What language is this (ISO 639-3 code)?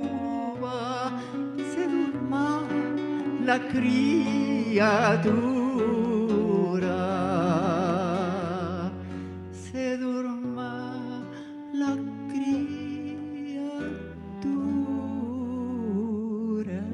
lad